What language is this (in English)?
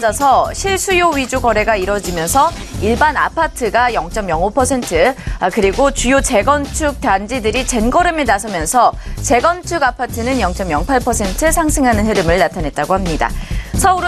Korean